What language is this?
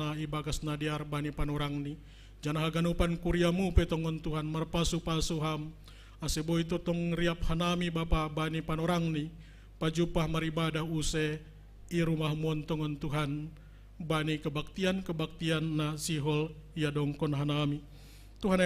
Batak Simalungun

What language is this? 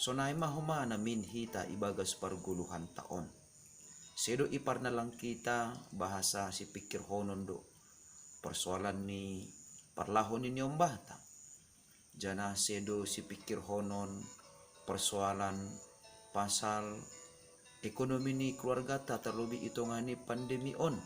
Batak Simalungun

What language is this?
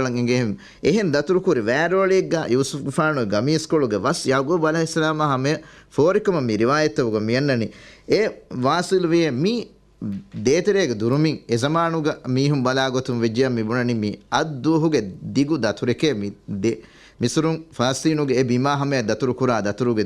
Divehi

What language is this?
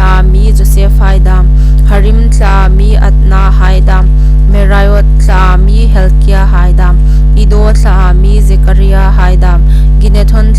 Hmar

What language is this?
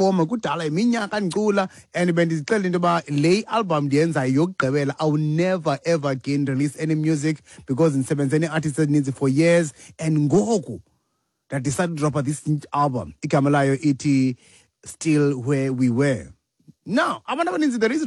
Xhosa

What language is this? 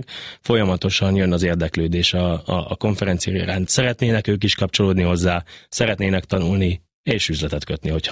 Hungarian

